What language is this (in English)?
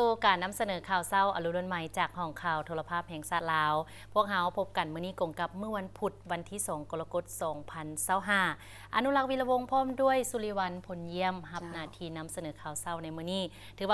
Lao